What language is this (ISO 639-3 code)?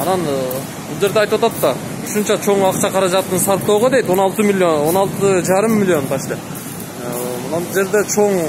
kir